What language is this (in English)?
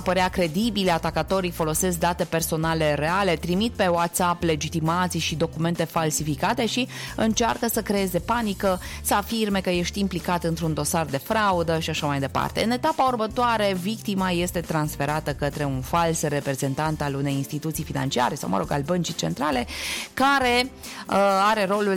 Romanian